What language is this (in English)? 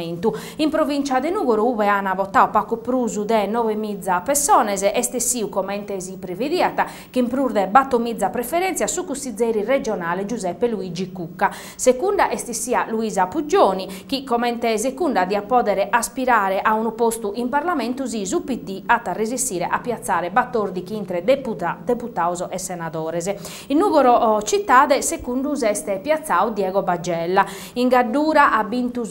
Sardinian